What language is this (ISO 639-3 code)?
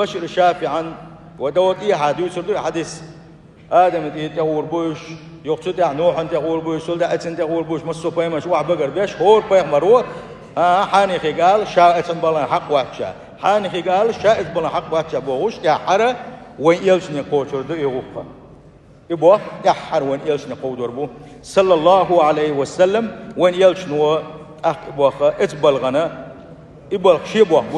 che